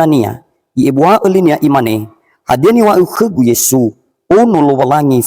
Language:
Nias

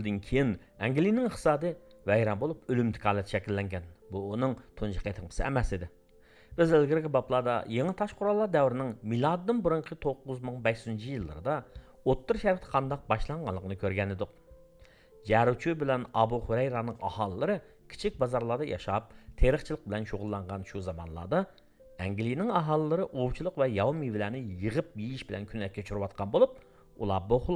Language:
Uyghur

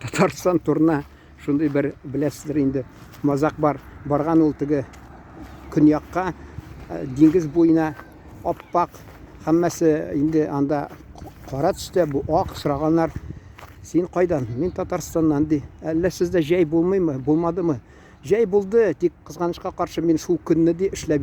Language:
Tatar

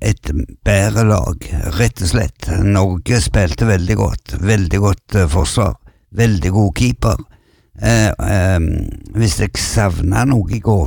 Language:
Norwegian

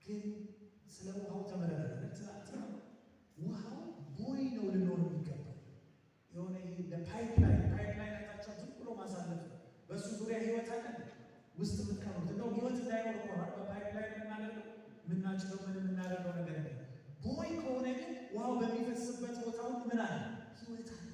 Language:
Amharic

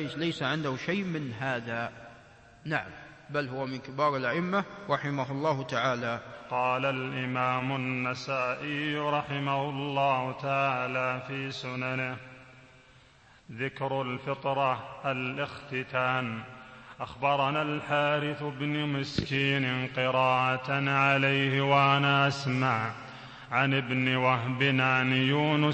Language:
Arabic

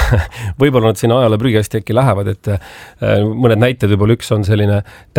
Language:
Estonian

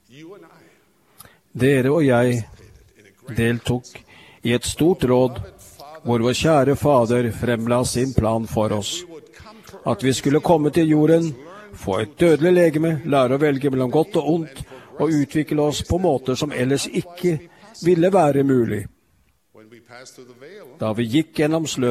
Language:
Norwegian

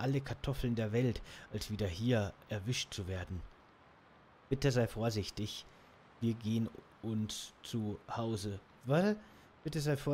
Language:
German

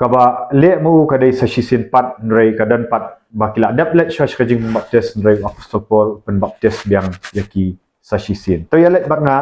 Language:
Khasi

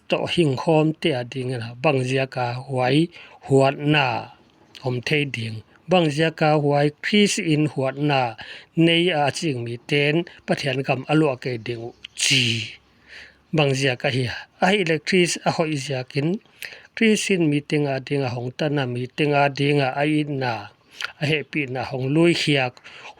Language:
Paite Chin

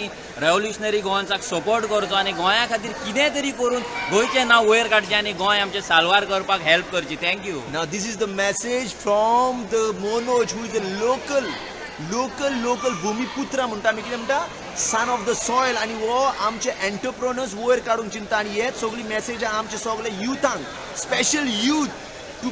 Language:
Konkani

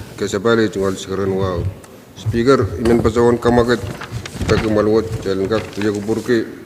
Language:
Pohnpeian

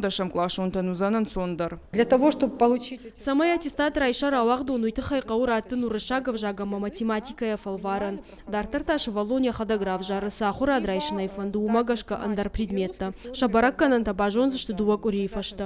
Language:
Ossetic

